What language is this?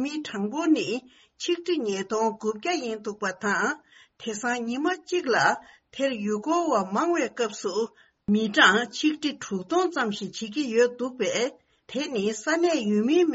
Tibetan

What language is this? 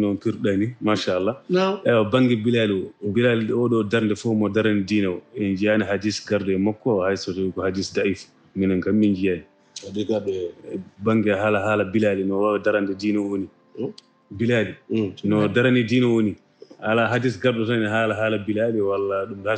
Fula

